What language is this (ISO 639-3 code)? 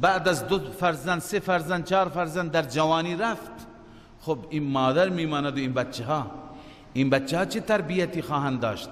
fas